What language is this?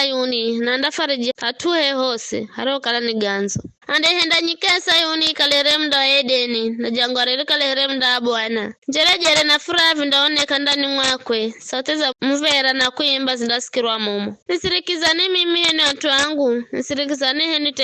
Giryama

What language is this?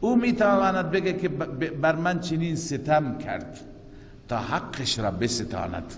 Persian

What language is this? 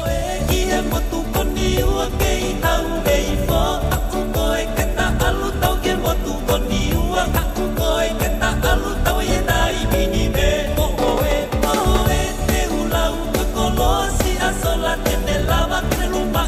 Tongan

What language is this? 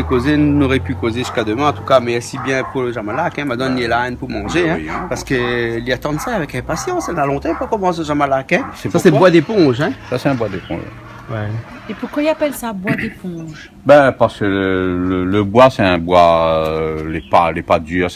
Réunion Creole French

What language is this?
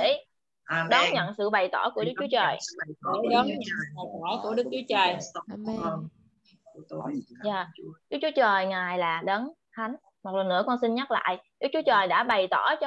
Vietnamese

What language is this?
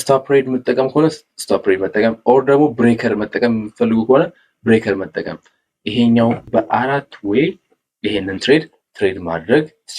Amharic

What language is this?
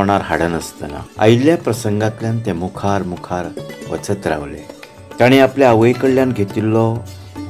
Konkani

